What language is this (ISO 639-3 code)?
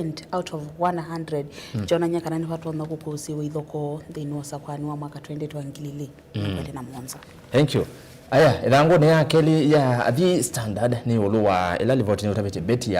kam